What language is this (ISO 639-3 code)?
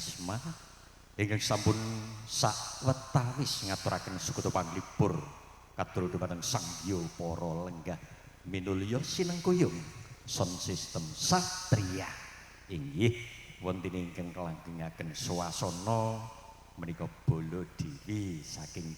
jav